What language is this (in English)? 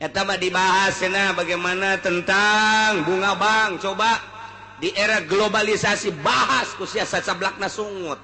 Sundanese